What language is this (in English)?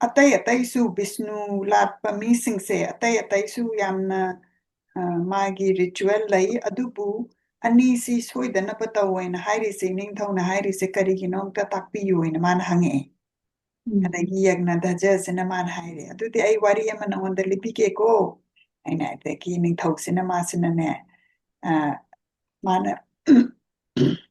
Manipuri